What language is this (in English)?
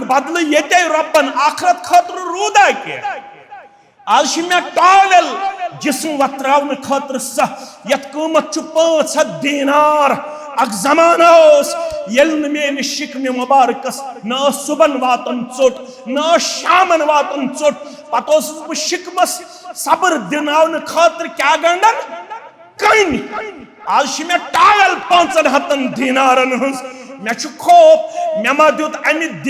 Kashmiri